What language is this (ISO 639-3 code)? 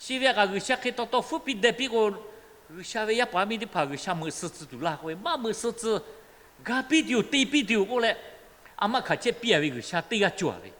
lhu